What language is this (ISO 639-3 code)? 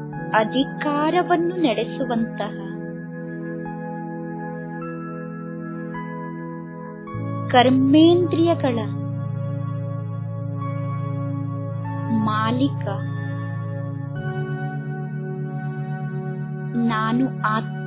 kan